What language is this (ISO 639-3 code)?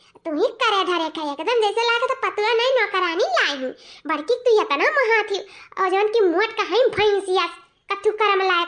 awa